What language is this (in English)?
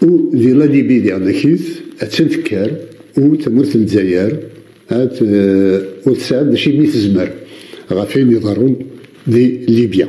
Kabyle